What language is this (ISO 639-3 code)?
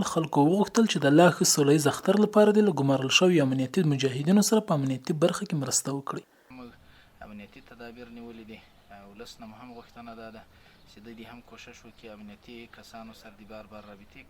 pus